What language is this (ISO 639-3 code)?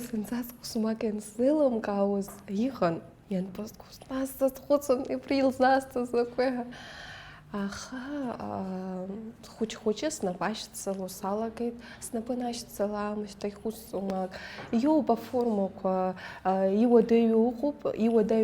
abk